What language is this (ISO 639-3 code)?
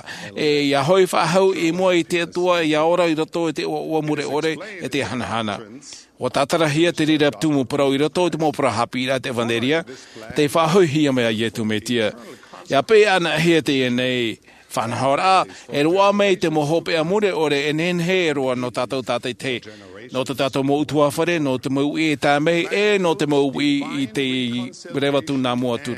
tah